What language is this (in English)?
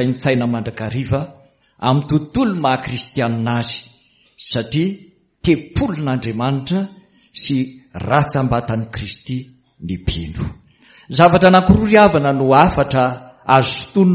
Malagasy